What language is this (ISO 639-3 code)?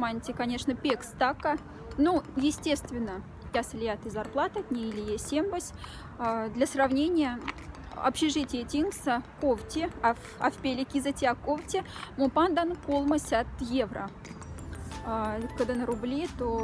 mdf